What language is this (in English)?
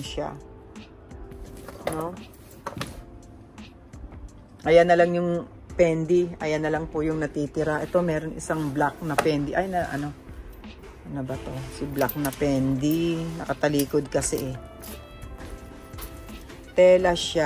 Filipino